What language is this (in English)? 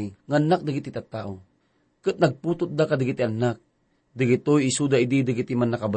Iloko